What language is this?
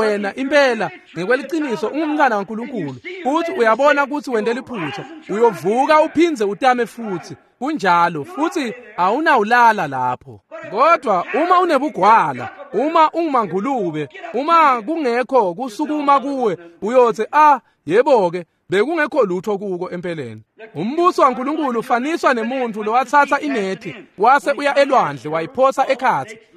Swati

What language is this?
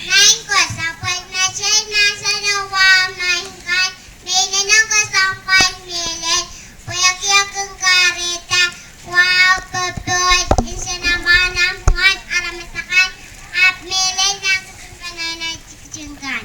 Pohnpeian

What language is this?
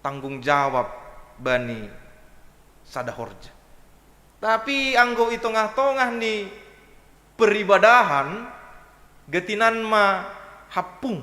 Batak Simalungun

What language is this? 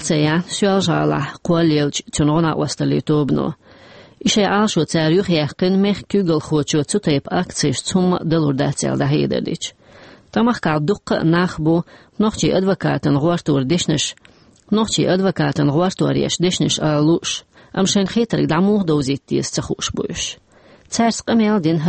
Chechen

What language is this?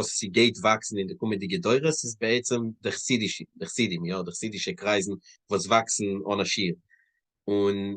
Yiddish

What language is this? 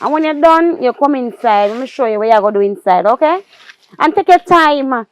Jamaican Creole English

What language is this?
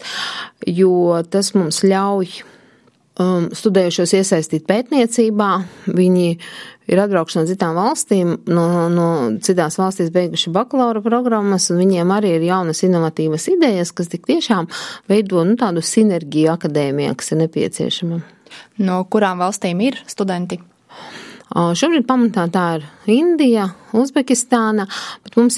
Latvian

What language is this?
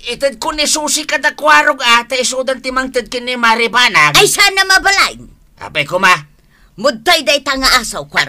Iloko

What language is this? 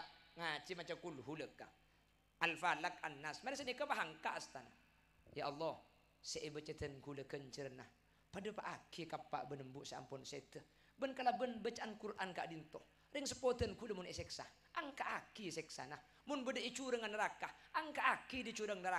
Madurese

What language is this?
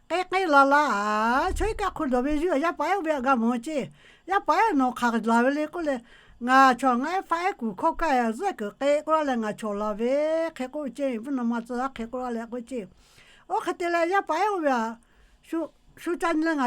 Lahu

